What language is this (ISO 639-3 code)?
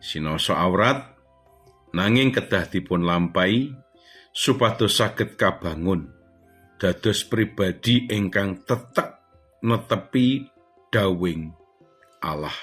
jav